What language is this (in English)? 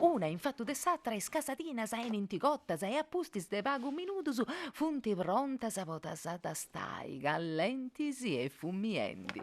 Sardinian